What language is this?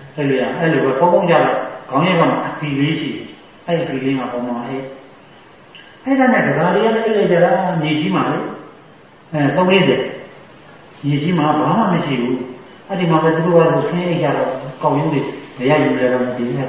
Burmese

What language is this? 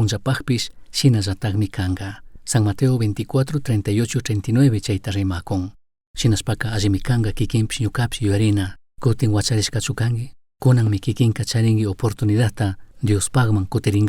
Chimborazo Highland Quichua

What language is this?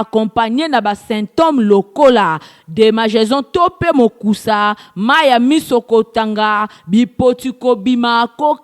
Lingala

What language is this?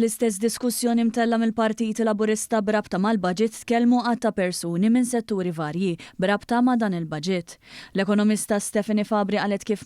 Maltese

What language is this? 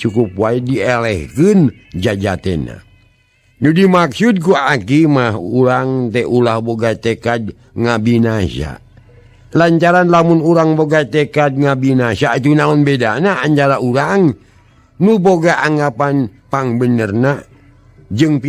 Sundanese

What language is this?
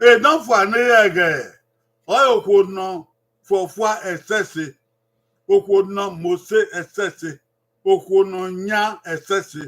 Bini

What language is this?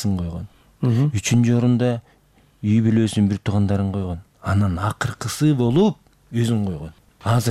Kyrgyz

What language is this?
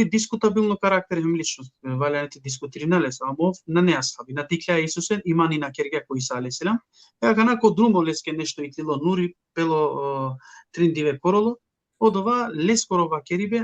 Balkan Romani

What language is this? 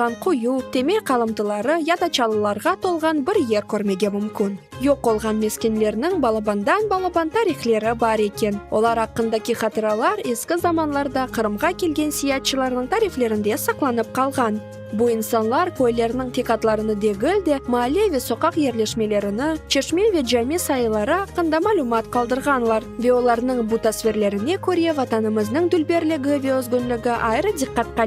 Crimean Tatar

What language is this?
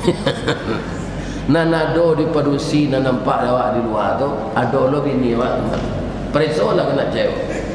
Minangkabau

